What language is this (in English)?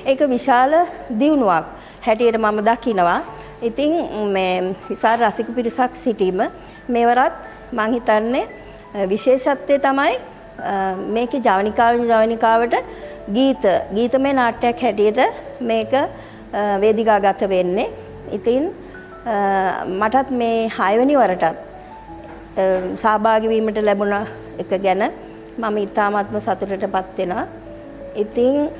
Sinhala